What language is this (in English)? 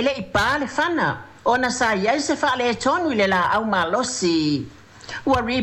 Samoan